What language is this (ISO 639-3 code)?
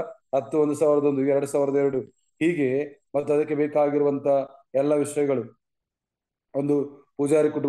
kan